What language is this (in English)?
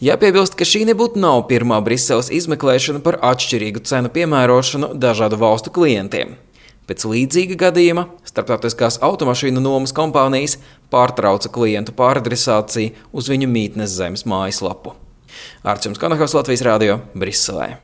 Latvian